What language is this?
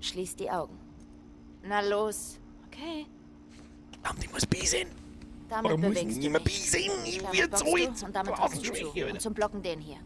Bavarian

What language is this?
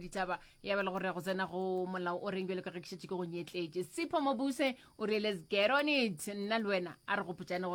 Northern Sotho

